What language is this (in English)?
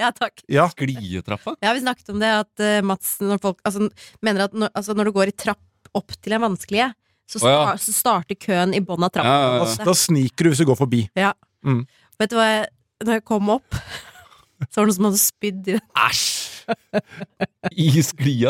Norwegian